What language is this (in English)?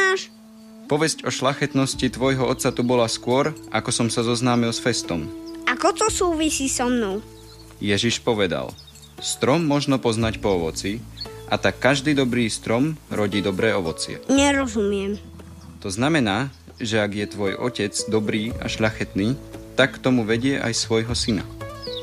Slovak